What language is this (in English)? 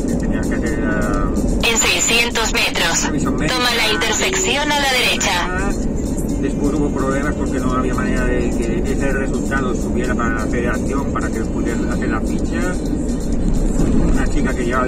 Spanish